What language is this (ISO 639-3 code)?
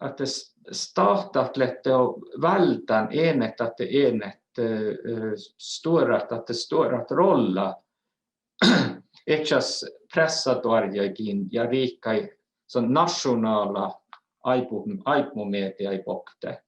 sme